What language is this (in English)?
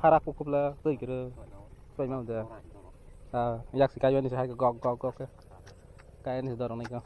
Kok Borok